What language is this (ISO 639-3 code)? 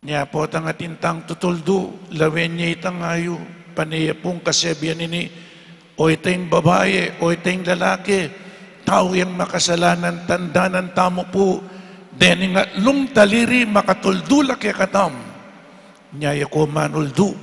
pam